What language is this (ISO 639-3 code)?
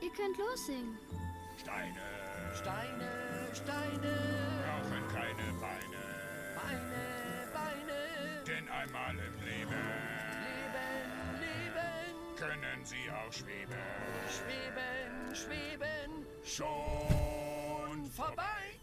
gsw